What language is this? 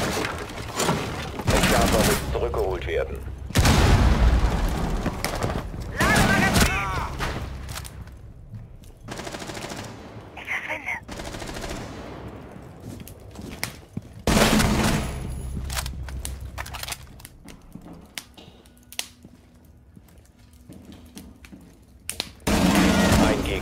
German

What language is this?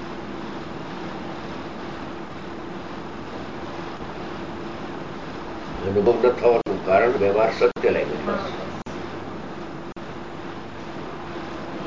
Gujarati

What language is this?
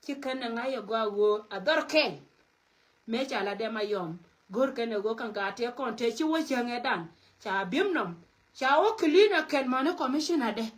Nuer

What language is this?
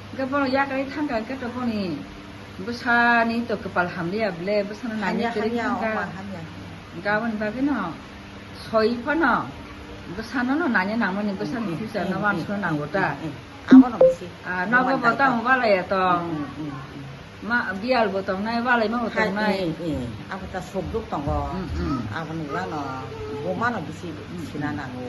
Kok Borok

